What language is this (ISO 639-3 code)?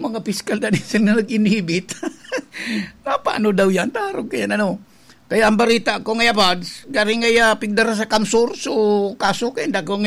bik